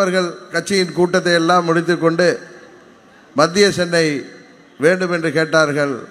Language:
Tamil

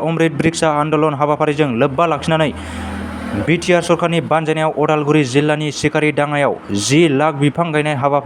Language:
Bodo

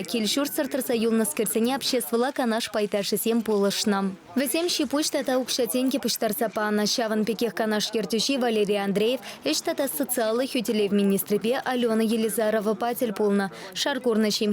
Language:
Chuvash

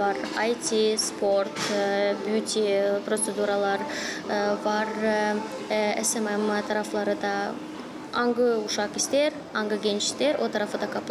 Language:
Gagauz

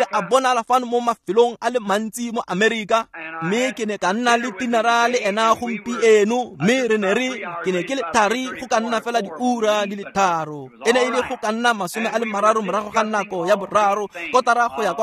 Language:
Tswana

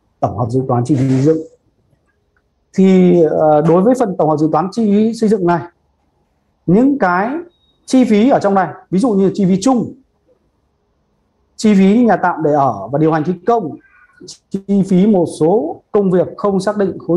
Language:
Vietnamese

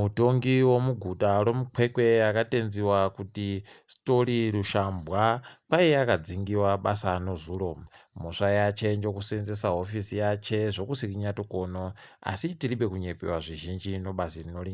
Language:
Ndau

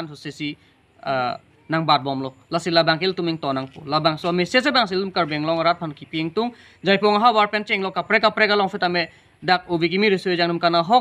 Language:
Karbi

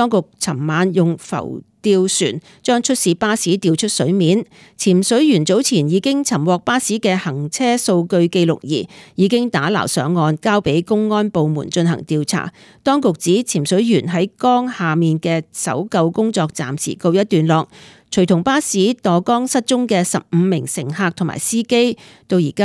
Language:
Cantonese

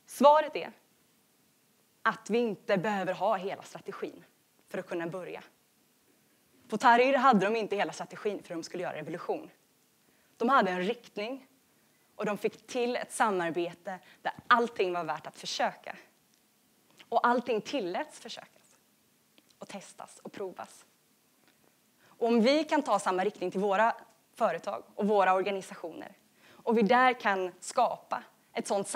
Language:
Swedish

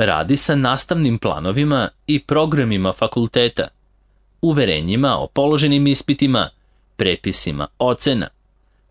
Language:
Serbian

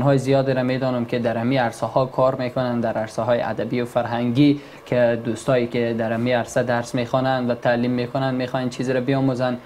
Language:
Persian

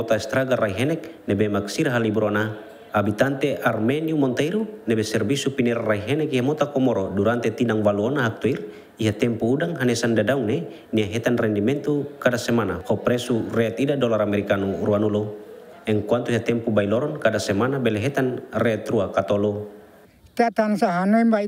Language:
Tetum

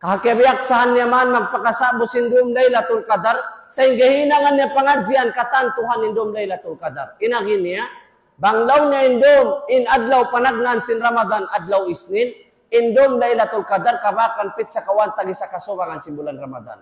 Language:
Tausug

